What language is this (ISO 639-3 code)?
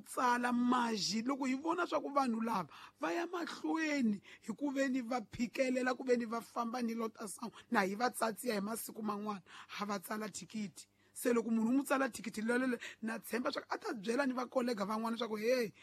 tso